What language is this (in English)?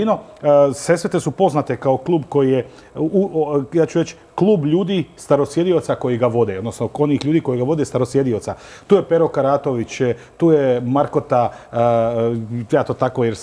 Croatian